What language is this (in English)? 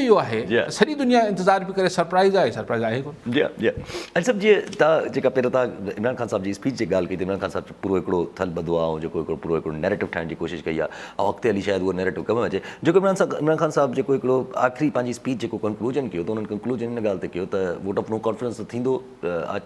Sindhi